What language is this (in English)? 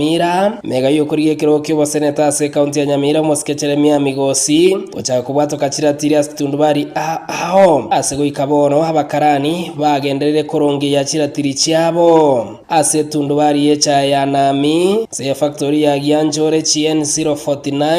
Gusii